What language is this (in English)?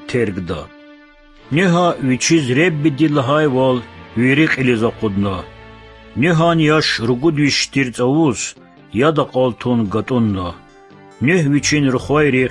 Lezghian